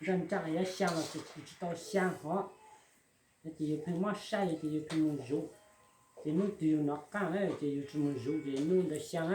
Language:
Hmong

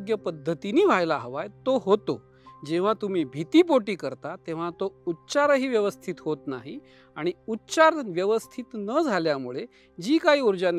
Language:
Marathi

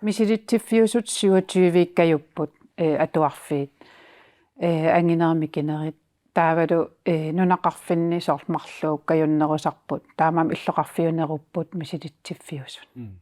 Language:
Kalaallisut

